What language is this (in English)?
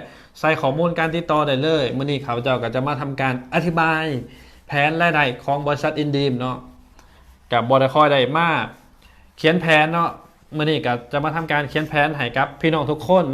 Lao